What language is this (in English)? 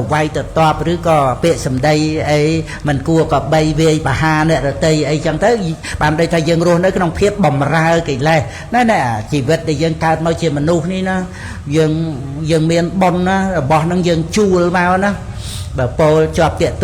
Khmer